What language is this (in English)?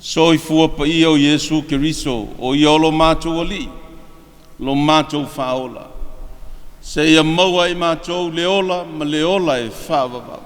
Samoan